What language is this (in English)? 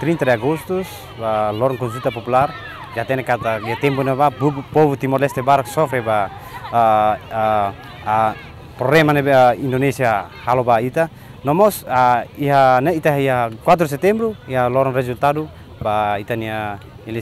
Tetum